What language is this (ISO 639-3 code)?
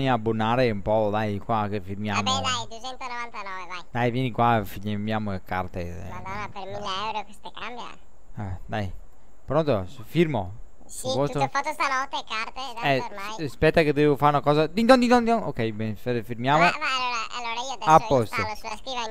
ita